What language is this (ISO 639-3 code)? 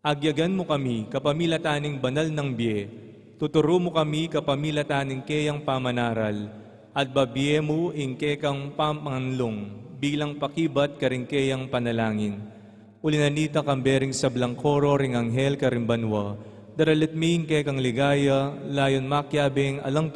pam